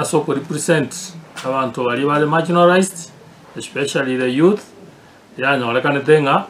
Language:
Gusii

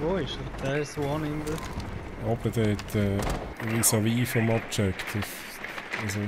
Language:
Swiss German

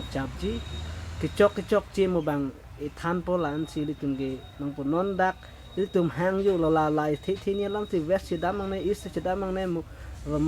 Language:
Karbi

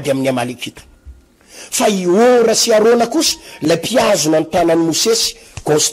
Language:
Malagasy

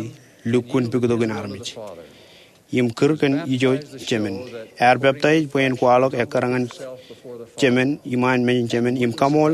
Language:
Marshallese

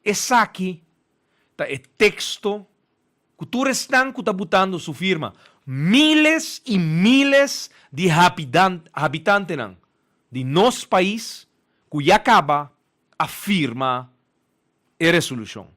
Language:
Papiamento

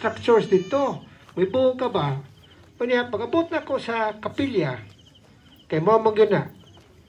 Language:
Cebuano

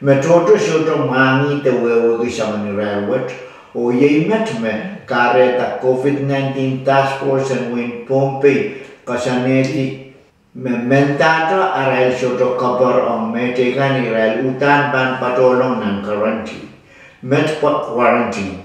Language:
Pohnpeian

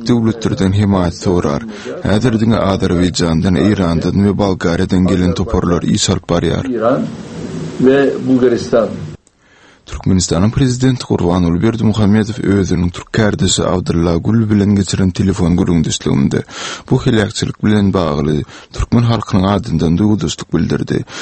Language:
Turkmen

